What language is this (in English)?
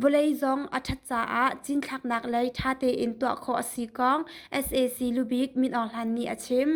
Hakha Chin